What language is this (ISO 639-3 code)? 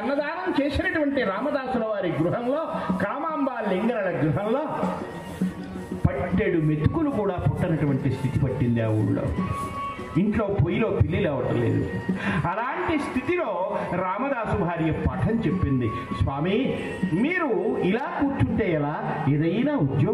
tel